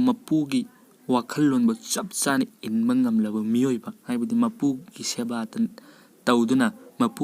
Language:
Manipuri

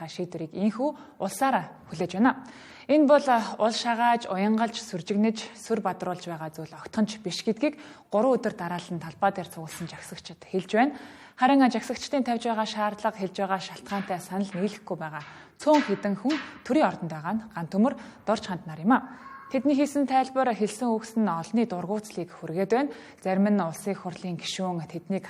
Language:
Mongolian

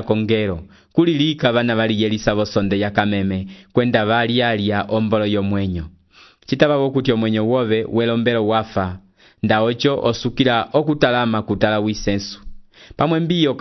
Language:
Umbundu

